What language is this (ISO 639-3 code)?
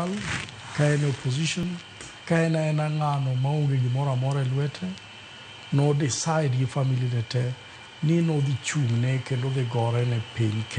luo